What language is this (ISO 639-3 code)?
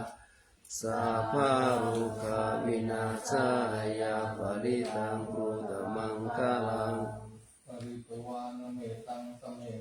pli